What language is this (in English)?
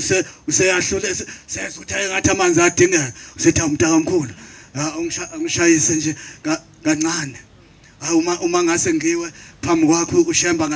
Zulu